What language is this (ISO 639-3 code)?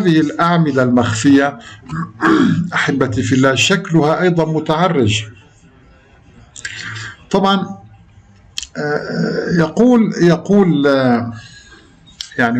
ara